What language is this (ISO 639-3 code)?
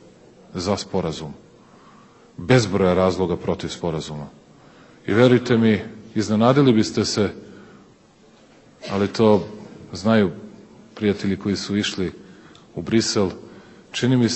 srp